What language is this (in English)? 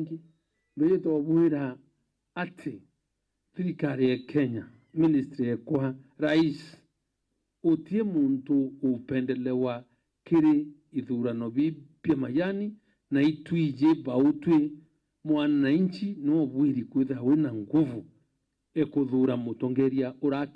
Meru